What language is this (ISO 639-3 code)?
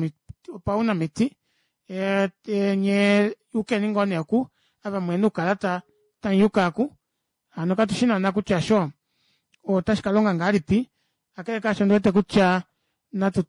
kua